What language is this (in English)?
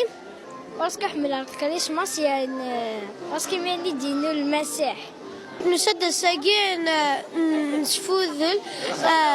Kabyle